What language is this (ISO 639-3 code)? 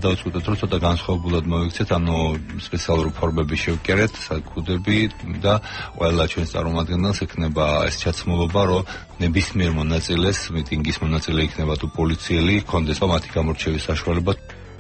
kat